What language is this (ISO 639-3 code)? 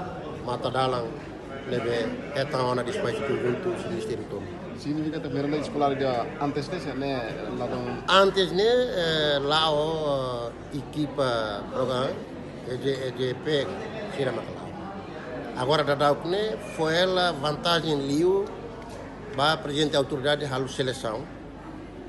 tet